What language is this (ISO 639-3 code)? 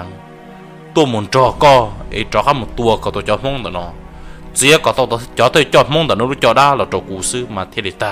hmn